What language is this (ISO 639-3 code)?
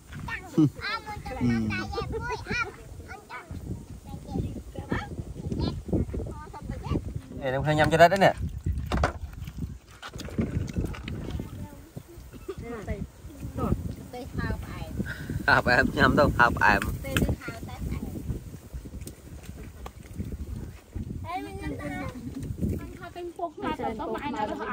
vie